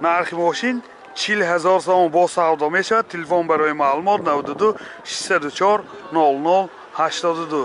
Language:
Tajik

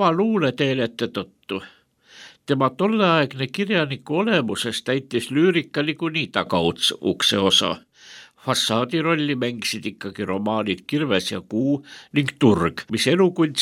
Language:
Estonian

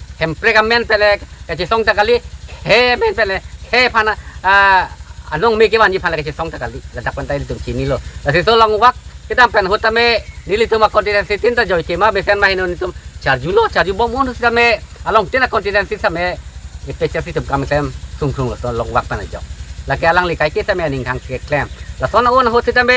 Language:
Karbi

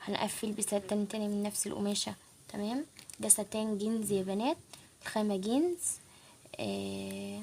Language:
Egyptian Arabic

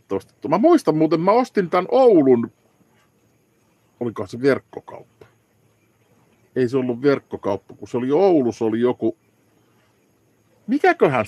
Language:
Finnish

